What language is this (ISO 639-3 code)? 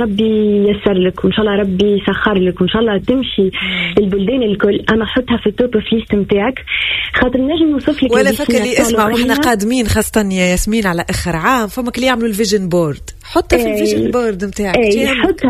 aeb